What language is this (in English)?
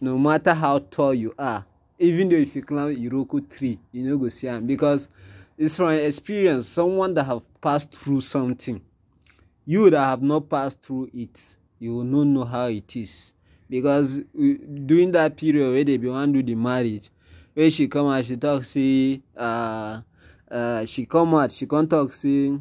Nigerian Pidgin